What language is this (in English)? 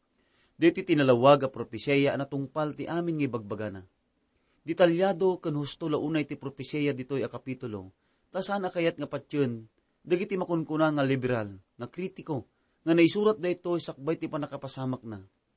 Iloko